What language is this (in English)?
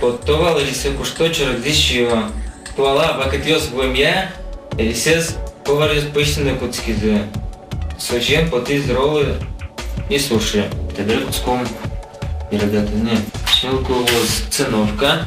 Udmurt